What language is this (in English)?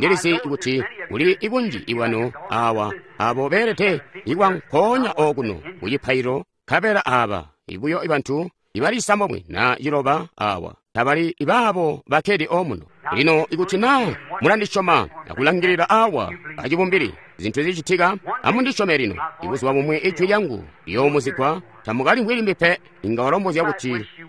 Tonga (Zambia)